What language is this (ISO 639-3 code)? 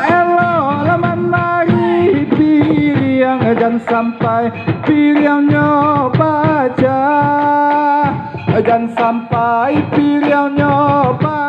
min